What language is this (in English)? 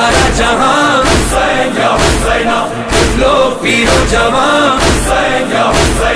Urdu